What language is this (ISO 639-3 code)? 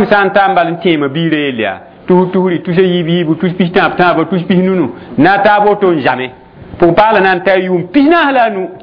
mos